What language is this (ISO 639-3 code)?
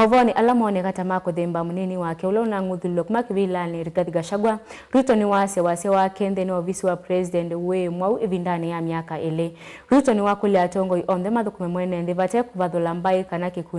kam